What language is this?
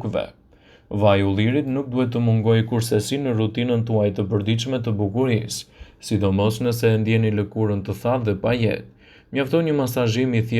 Albanian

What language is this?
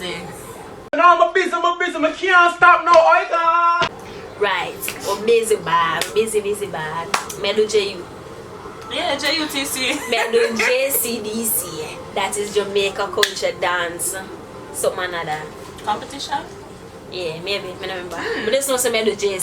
Jamaican Creole English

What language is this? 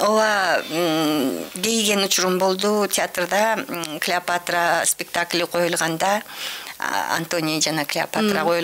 Kyrgyz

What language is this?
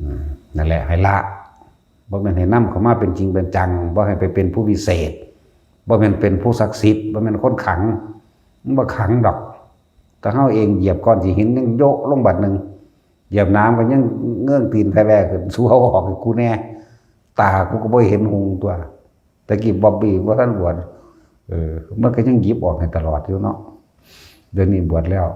Northeastern Thai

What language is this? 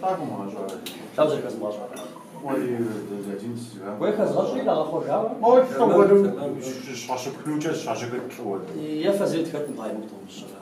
Kabardian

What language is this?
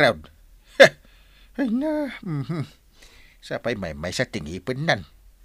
Iloko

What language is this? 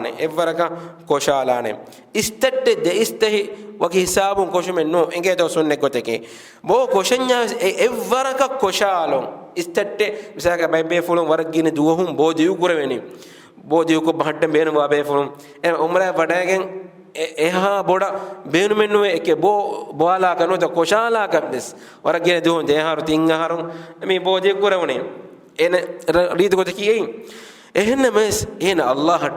Divehi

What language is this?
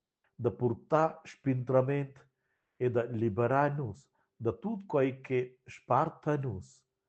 Romansh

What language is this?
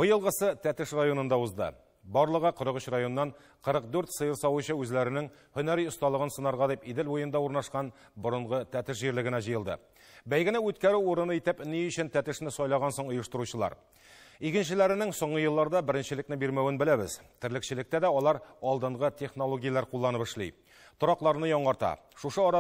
Tatar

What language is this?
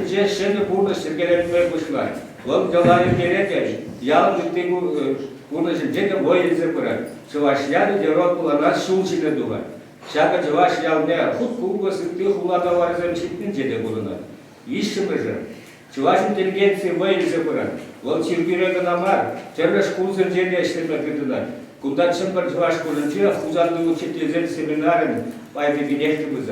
Chuvash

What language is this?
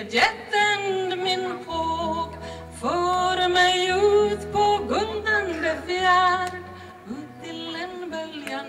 Swedish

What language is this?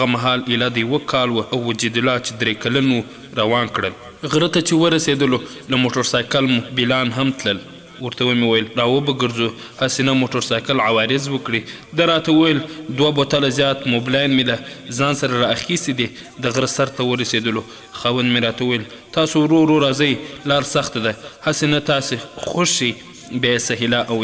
Pashto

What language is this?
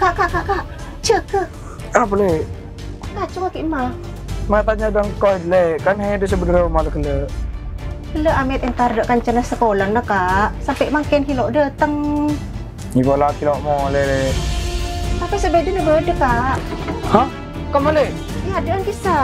Madurese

